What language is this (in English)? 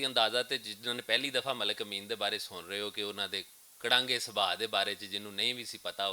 Western Panjabi